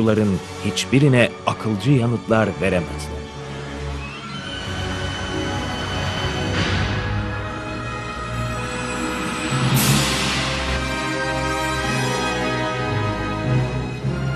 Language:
Turkish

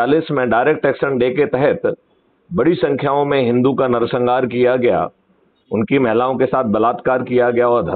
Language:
Hindi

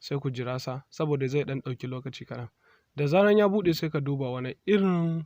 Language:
Hausa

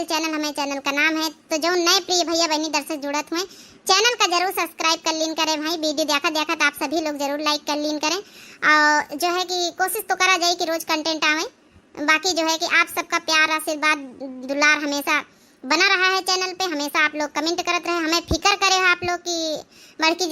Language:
Awadhi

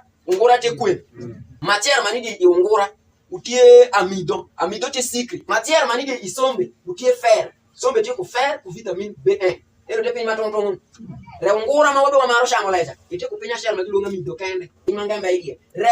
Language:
Alur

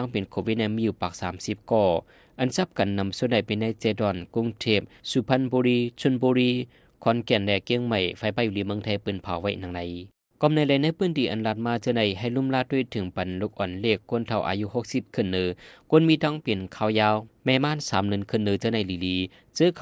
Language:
Shan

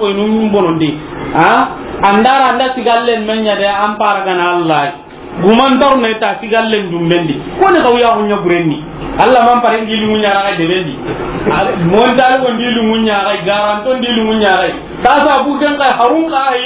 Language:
Soninke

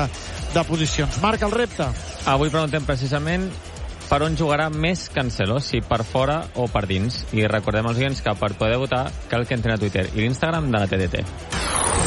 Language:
Catalan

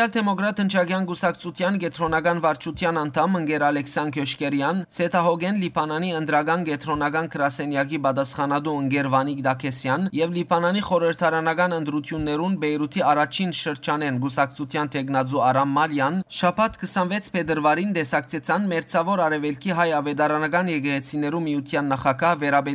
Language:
Western Armenian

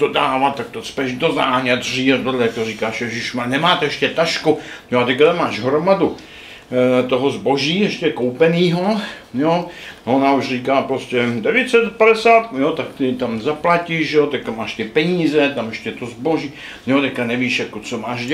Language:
Czech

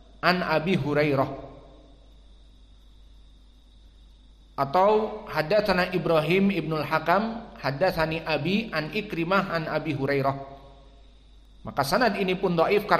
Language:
Indonesian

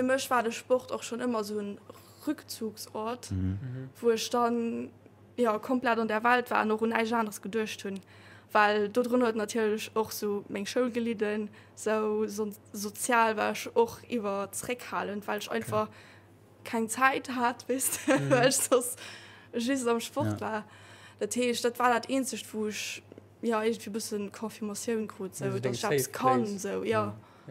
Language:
Luxembourgish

